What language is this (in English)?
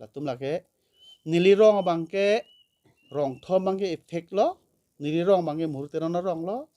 Karbi